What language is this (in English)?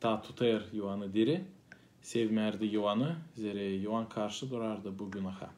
Gagauz